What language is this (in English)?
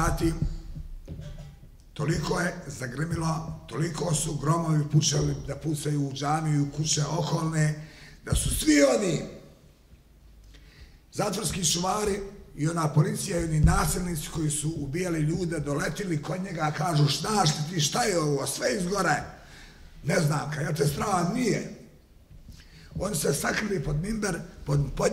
Bosnian